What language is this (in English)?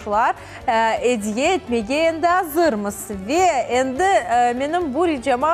Crimean Tatar